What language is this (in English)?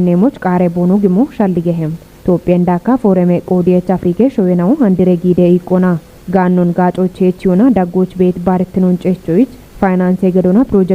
Kafa